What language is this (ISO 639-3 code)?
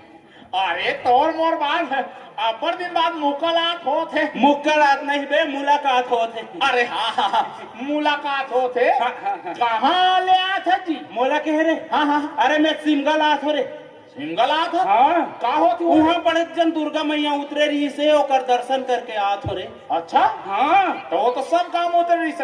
hne